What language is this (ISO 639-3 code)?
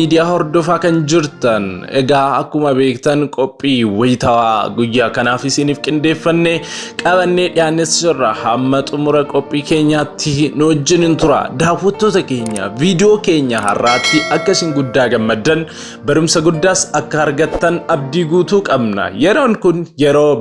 orm